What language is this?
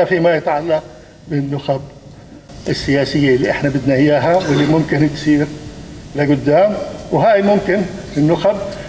North Levantine Arabic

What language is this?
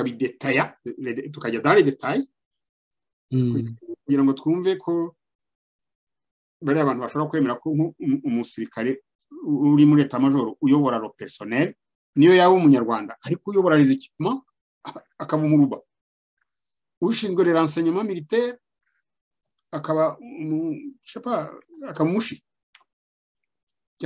Kinyarwanda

